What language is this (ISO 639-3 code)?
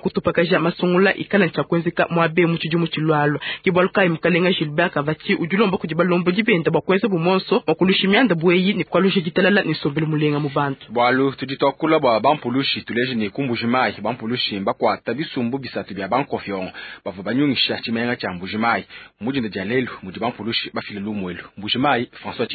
lua